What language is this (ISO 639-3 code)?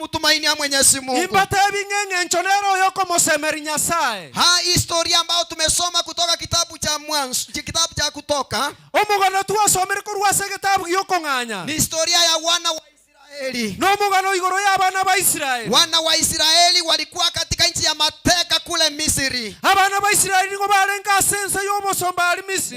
guz